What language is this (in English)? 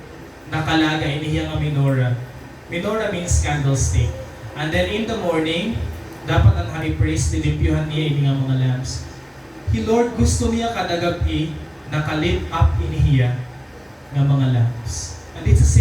Waray